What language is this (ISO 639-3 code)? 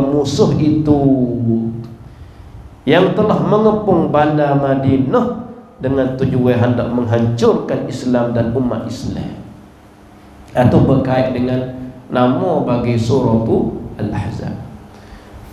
msa